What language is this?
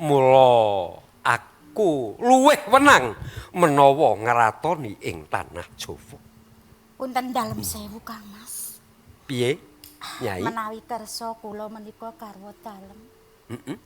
Javanese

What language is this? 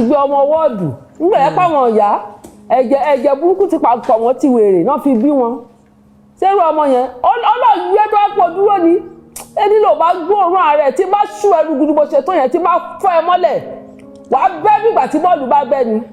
Yoruba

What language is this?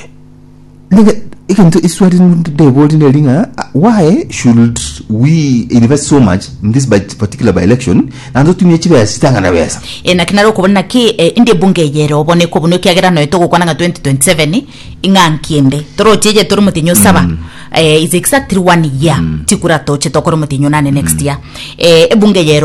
Gusii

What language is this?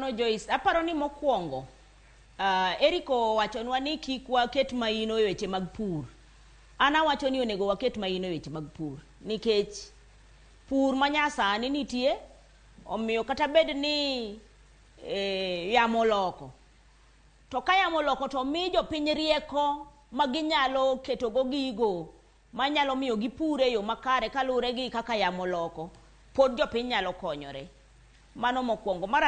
Luo (Kenya and Tanzania)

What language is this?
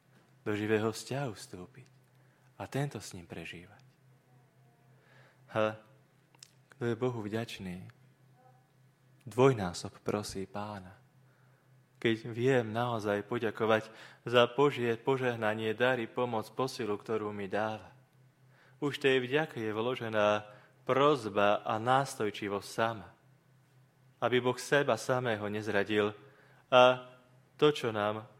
Slovak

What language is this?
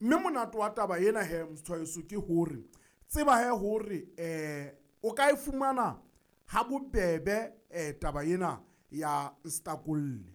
Southern Sotho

